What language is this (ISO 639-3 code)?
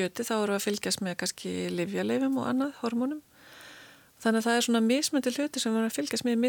isl